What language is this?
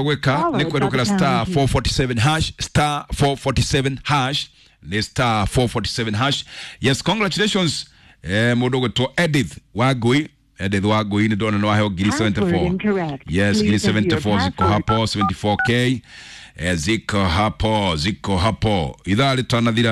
Kikuyu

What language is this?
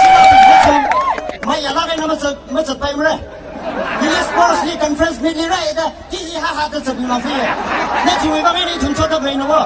Tangkhul Naga (India)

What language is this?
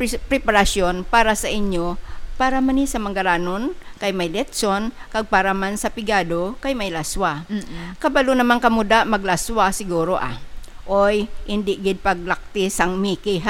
Hiligaynon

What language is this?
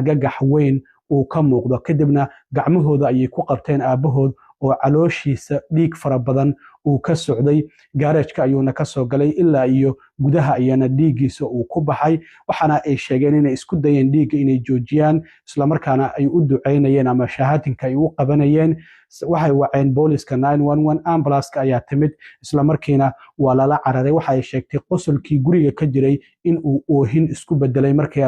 Somali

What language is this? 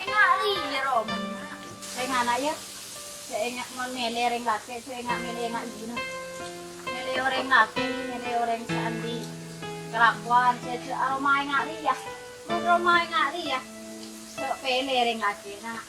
Madurese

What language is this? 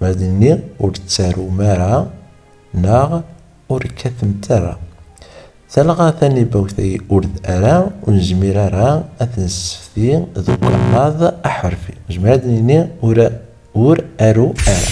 Kabyle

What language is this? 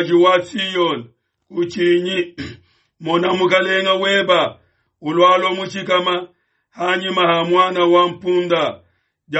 Luba-Lulua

